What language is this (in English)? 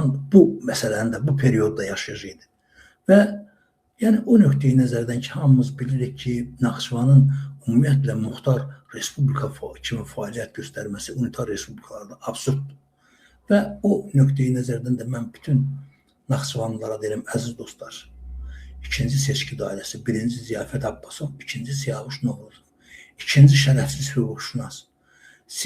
Azerbaijani